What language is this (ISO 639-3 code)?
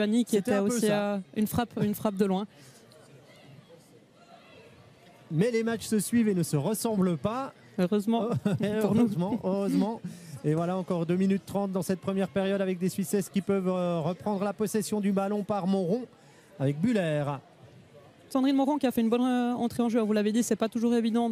fra